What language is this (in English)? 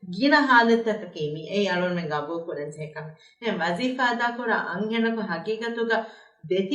Divehi